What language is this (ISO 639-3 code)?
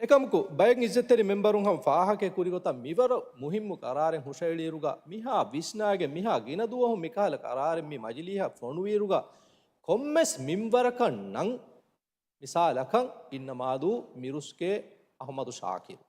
div